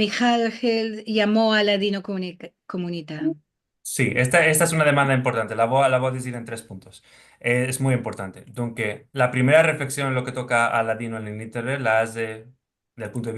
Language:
Ladino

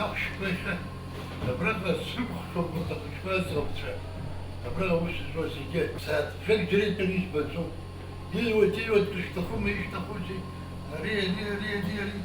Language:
Abkhazian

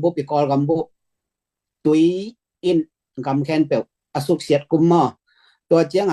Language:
Tedim Chin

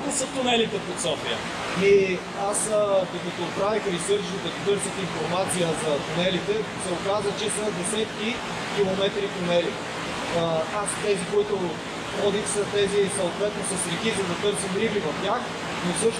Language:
Bulgarian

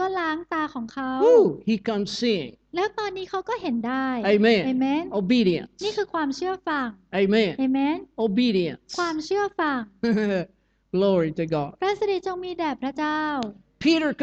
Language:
Thai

